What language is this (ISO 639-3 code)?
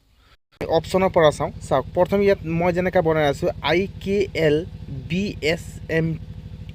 asm